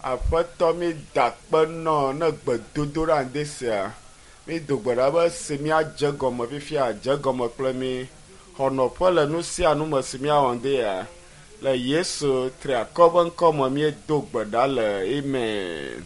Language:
Ewe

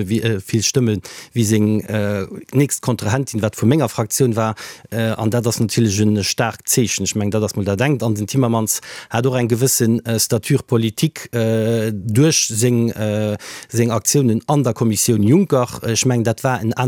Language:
Luxembourgish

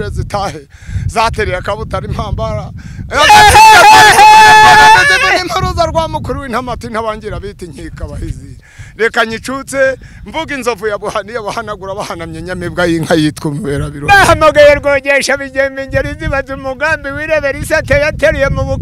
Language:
Kinyarwanda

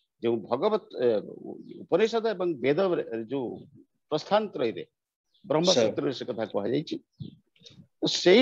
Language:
Odia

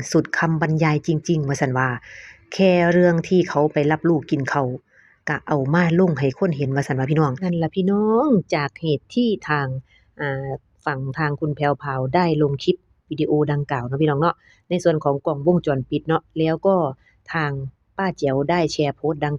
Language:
Northeastern Thai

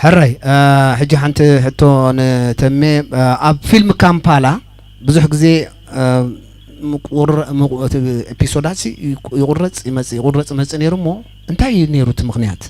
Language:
Tigrinya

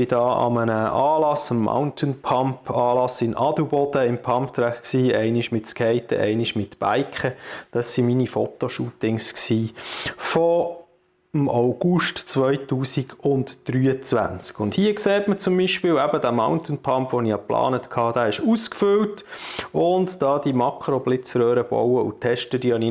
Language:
Swiss German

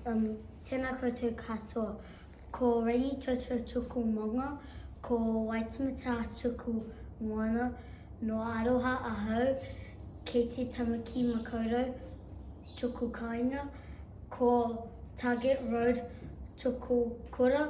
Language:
Māori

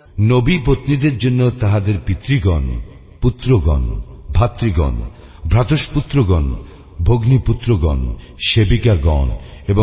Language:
Bangla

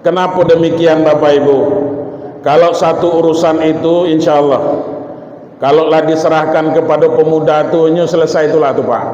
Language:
Minangkabau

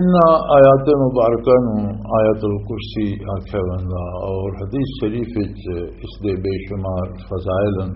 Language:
Western Panjabi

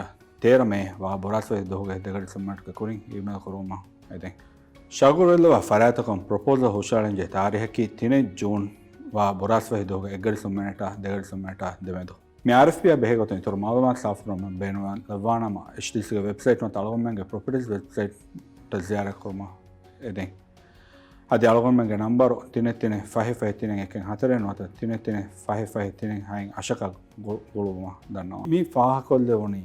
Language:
Divehi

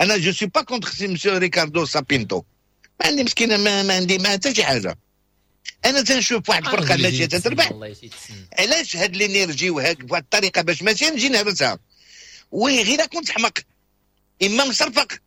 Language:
Moroccan Arabic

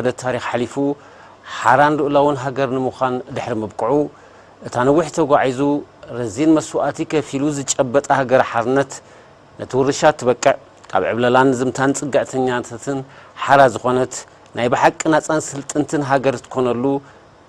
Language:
Tigrinya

